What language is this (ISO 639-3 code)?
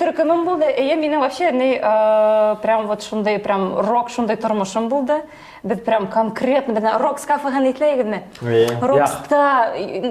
bak